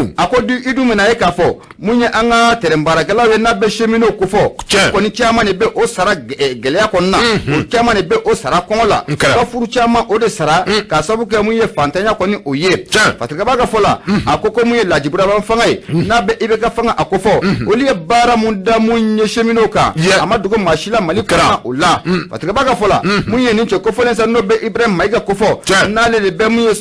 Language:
Bambara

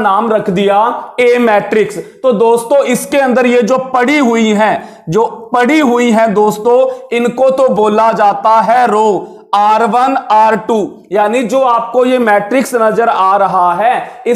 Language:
Hindi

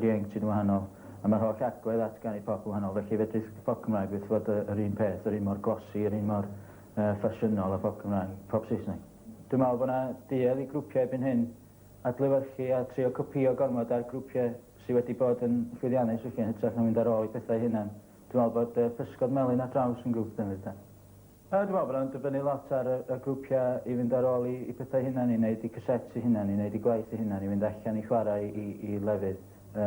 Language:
Welsh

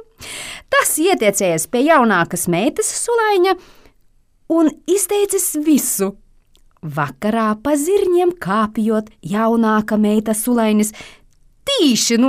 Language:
Latvian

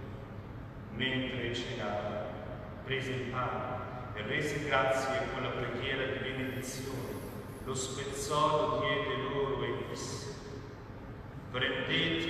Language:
Italian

